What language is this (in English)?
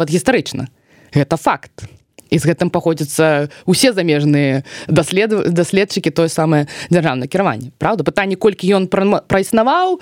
Belarusian